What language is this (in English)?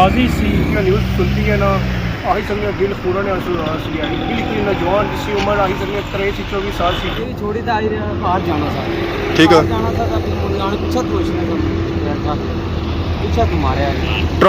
Pahari-Potwari